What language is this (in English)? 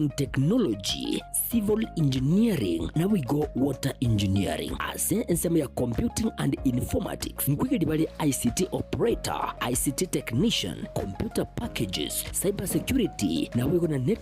Gusii